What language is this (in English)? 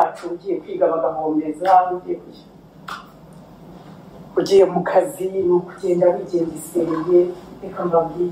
Kinyarwanda